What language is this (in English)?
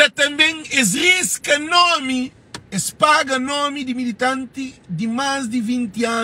Kabuverdianu